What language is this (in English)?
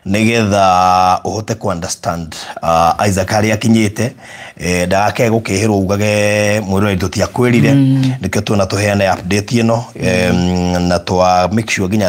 Kikuyu